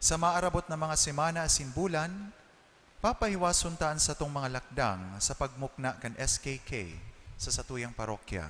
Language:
Bikol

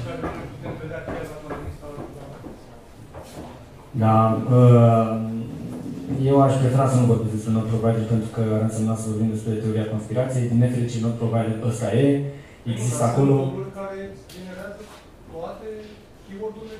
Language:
Romanian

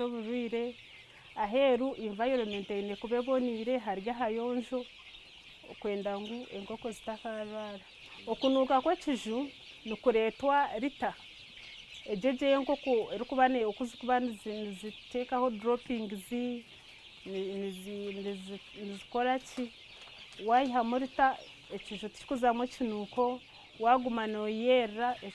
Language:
Nyankole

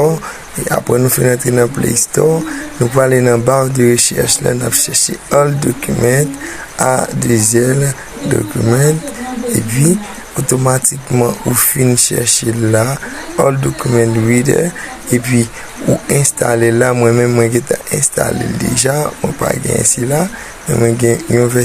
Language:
Haitian Creole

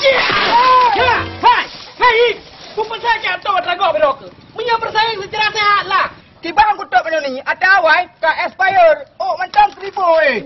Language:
Achinese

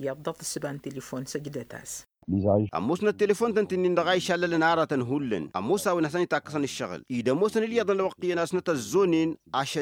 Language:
Tamasheq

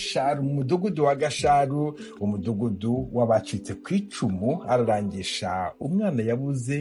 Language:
Kinyarwanda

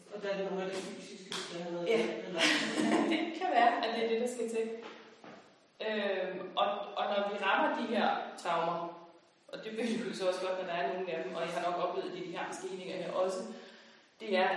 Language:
Danish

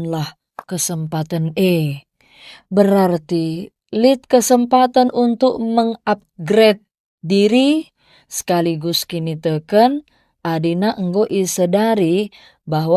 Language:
Batak Karo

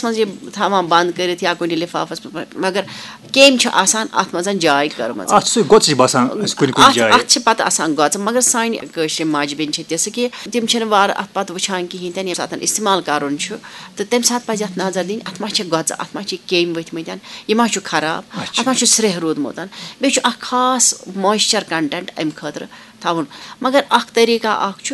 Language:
Kashmiri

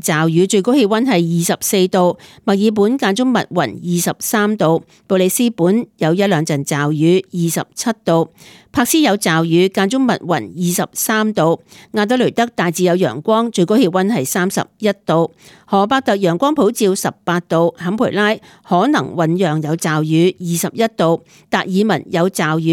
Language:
Cantonese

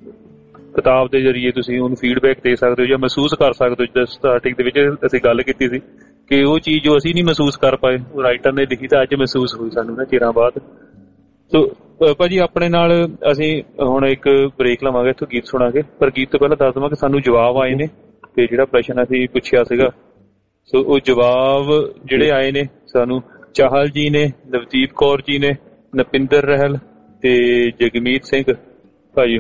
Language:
Punjabi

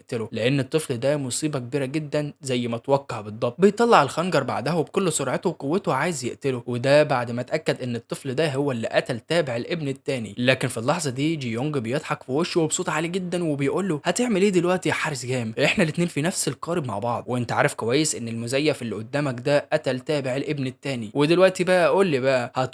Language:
Egyptian Arabic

